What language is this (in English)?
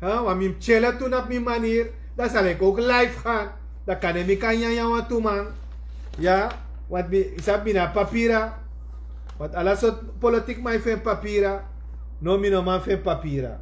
Sranan Tongo